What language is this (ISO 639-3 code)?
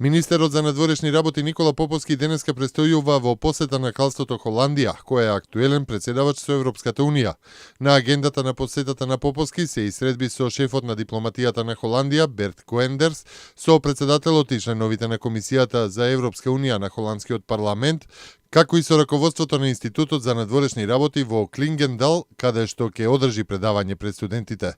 mkd